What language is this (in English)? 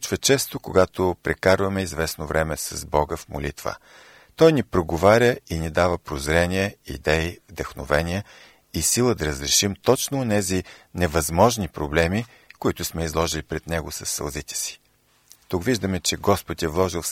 Bulgarian